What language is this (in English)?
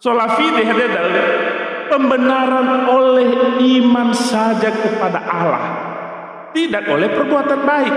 Nias